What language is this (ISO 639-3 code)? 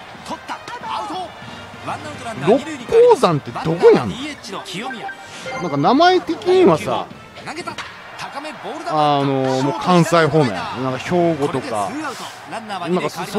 jpn